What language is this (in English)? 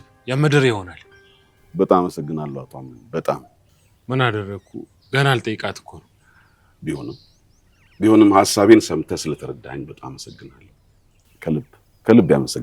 Amharic